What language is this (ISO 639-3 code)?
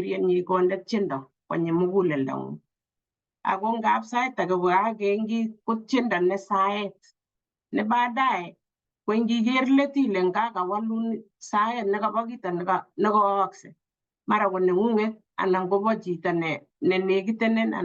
kln